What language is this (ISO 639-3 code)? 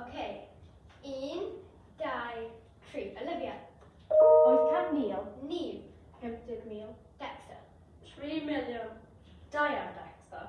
cym